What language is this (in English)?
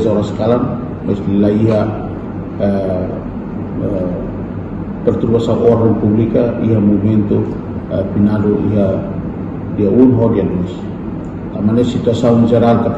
Tetum